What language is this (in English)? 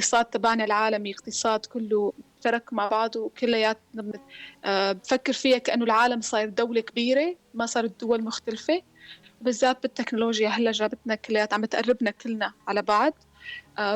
North Levantine Arabic